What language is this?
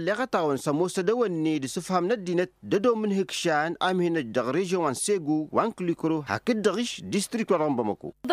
Tamasheq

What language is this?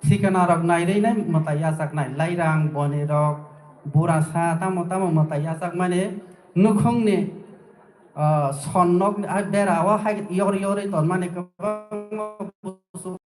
Kok Borok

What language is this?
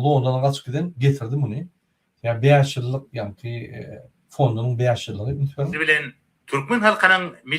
Turkmen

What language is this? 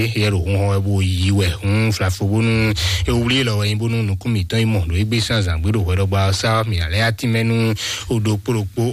Fon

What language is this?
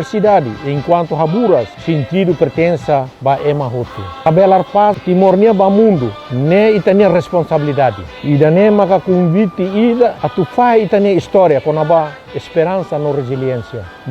Tetum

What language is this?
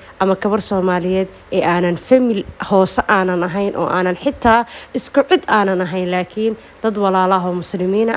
Somali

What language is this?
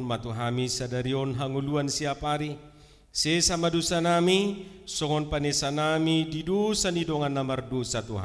Batak Toba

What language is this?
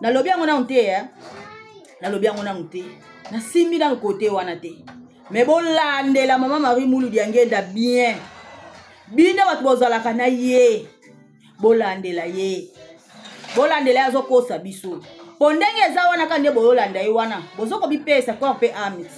Lingala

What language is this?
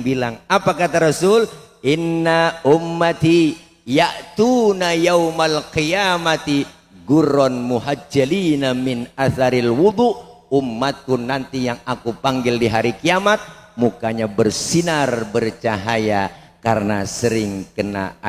Betawi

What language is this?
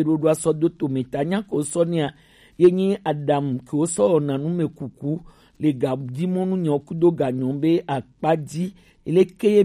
Gen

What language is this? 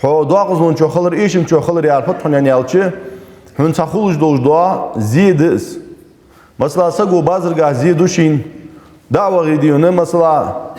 Ingush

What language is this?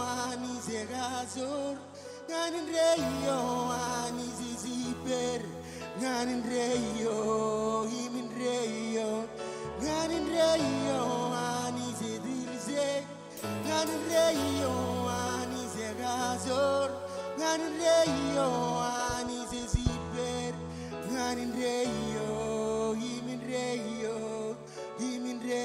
Marshallese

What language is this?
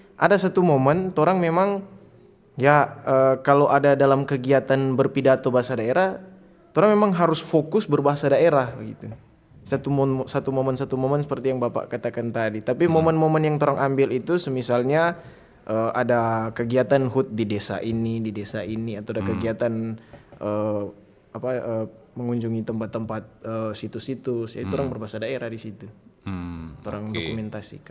Manado Malay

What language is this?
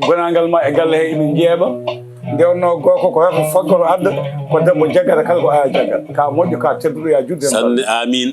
Fula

